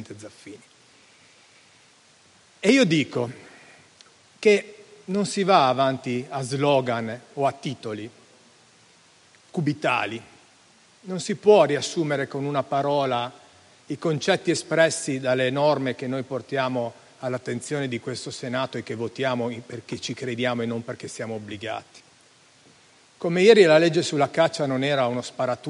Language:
Italian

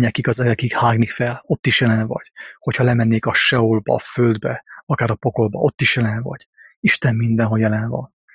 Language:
Hungarian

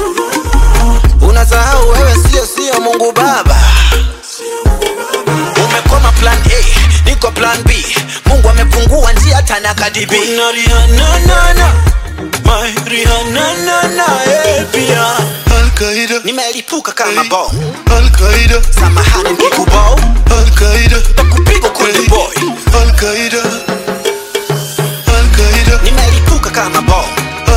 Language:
Swahili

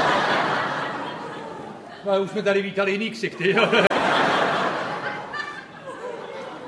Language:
Czech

